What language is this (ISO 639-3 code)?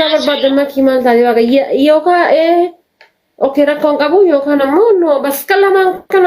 orm